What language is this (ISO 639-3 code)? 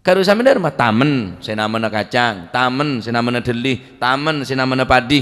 mad